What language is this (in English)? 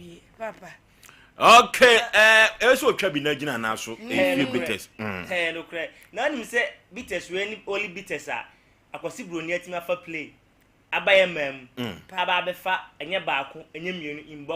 Akan